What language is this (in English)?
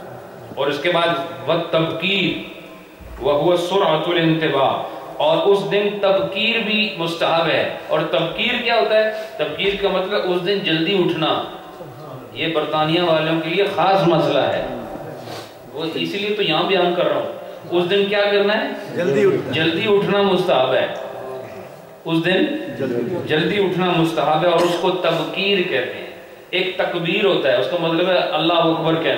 Urdu